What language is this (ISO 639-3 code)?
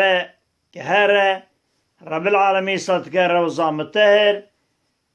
kur